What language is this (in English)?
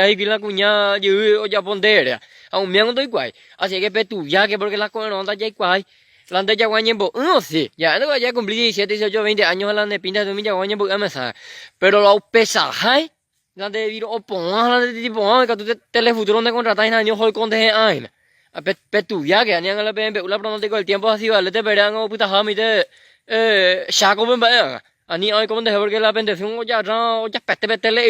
Guarani